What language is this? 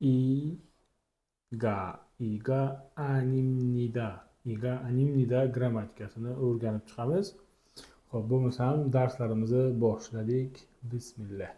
Uzbek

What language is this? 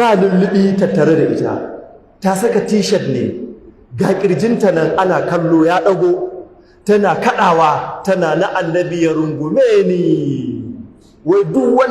Hausa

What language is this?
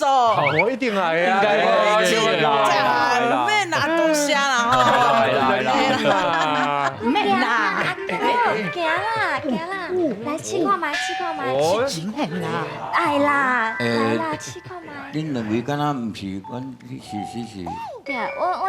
Min Nan Chinese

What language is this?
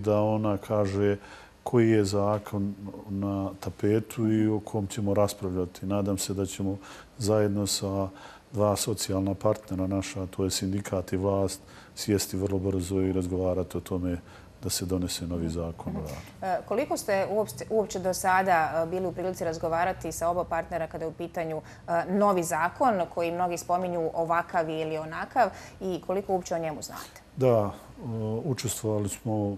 Bosnian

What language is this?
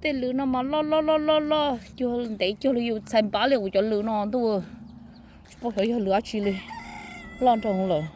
Hmong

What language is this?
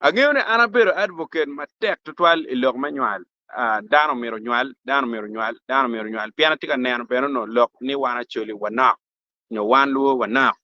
Acoli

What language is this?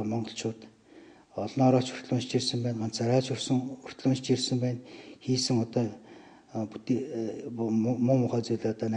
Mongolian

